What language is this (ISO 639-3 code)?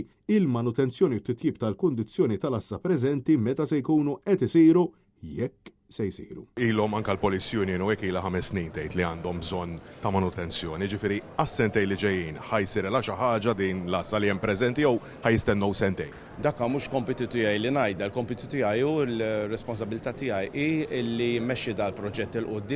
mlt